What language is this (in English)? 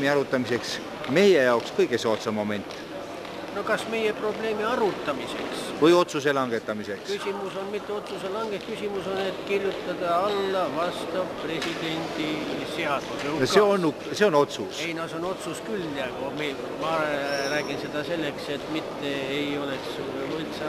Estonian